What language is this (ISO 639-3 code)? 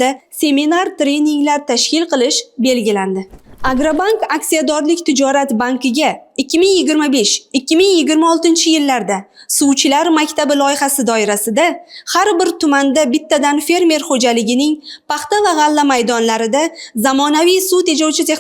uzb